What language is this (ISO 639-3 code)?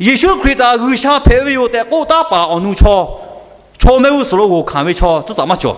lhu